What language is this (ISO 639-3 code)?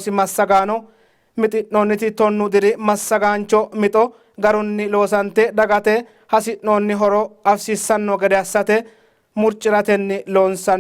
sid